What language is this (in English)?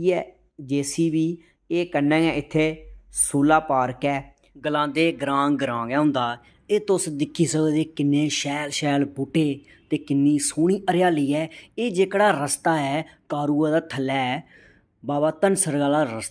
Dogri